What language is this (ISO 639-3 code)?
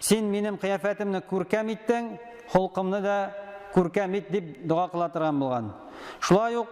tat